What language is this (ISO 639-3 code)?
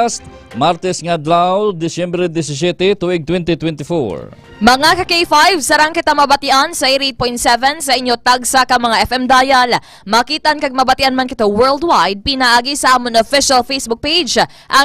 hil